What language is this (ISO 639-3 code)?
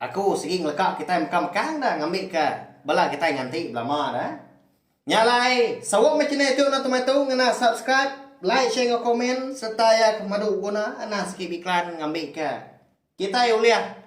iba